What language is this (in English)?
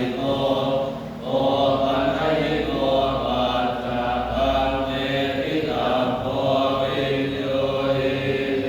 Pali